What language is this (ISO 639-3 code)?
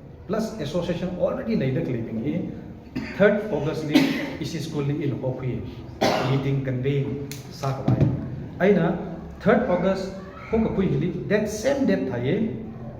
nmf